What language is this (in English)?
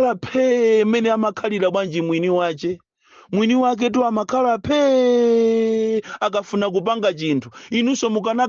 Nyanja